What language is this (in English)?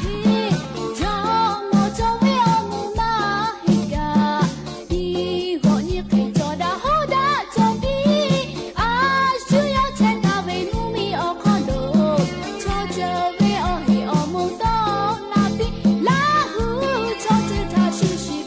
Lahu